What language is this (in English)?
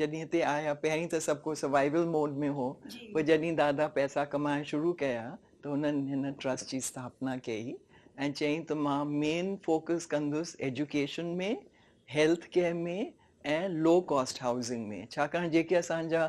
Sindhi